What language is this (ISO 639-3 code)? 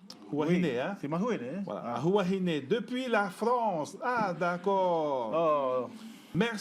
tah